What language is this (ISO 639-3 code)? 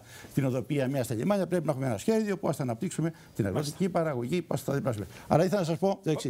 ell